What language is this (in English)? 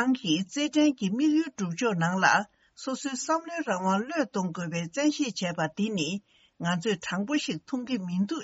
Tibetan